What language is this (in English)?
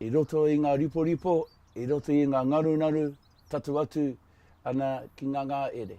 Māori